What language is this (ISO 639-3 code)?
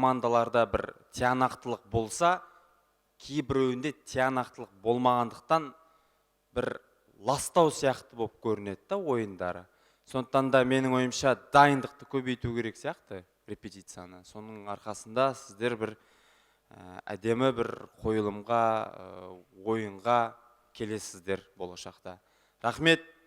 kaz